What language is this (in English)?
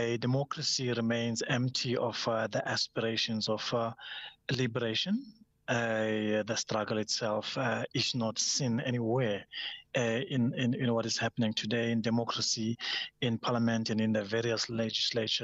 English